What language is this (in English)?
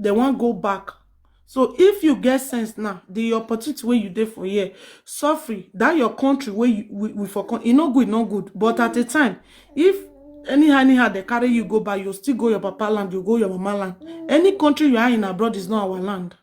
Nigerian Pidgin